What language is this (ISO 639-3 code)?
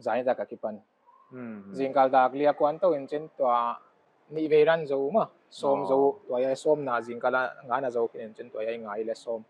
pck